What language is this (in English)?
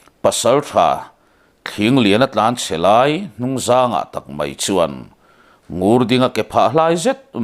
Mizo